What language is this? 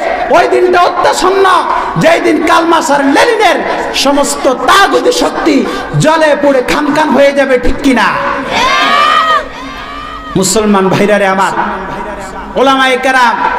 Bangla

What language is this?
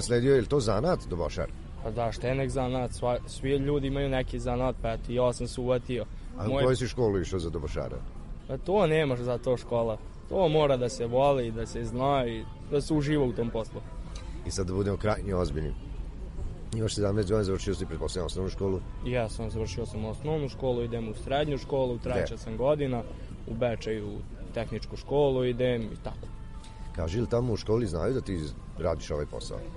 Serbian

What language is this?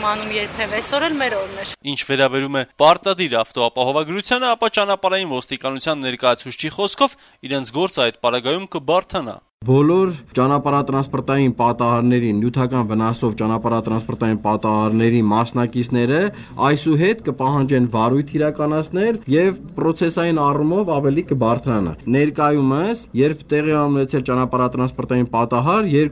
Armenian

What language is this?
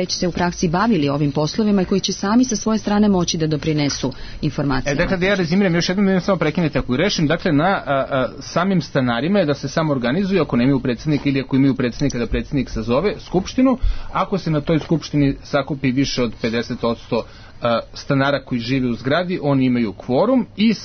Serbian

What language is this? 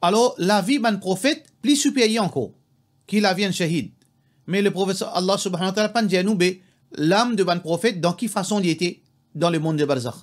Morisyen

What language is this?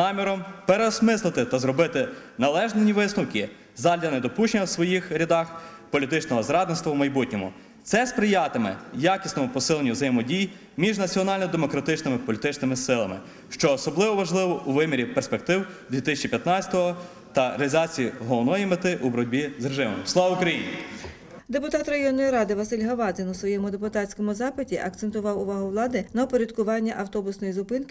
Ukrainian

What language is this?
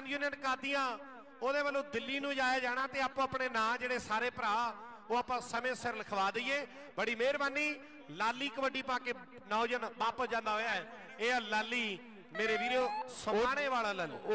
Punjabi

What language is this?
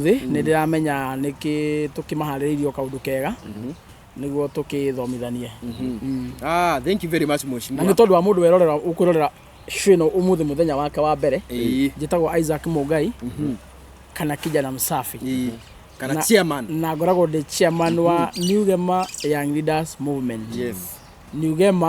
Kikuyu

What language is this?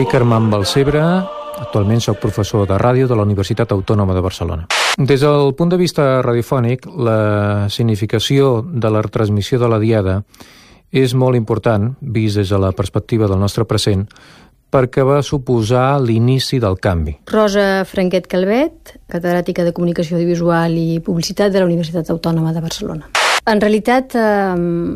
Catalan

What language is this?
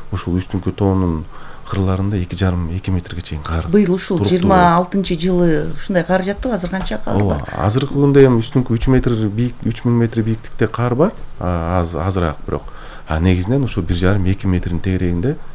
Kyrgyz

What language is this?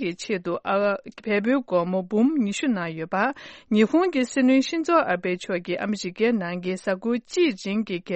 Tibetan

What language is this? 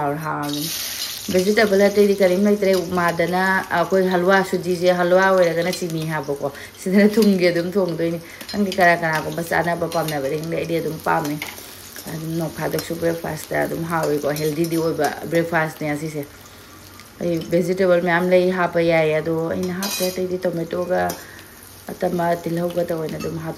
Manipuri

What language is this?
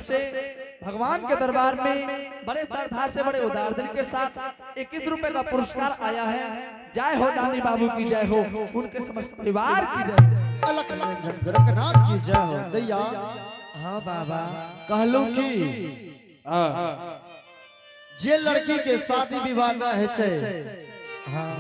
Angika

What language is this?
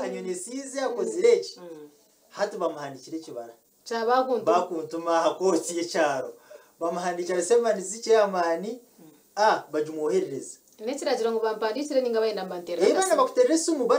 Kinyarwanda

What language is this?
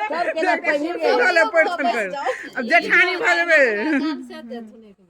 Maithili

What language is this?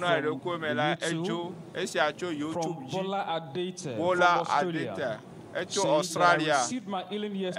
Ewe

